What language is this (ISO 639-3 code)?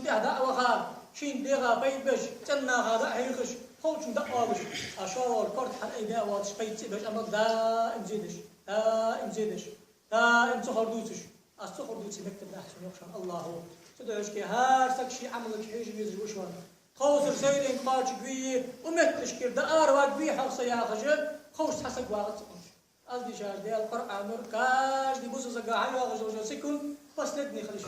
inh